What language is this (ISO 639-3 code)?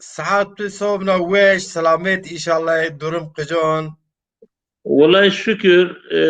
zza